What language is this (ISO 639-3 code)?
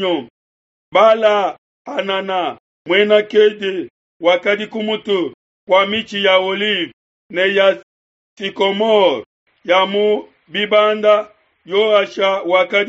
lua